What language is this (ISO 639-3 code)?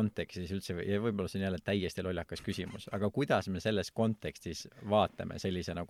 est